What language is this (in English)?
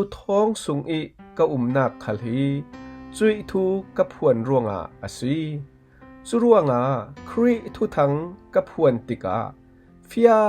Falam Chin